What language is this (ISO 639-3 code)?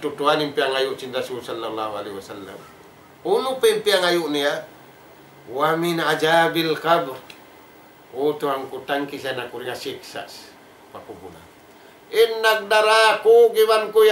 tsg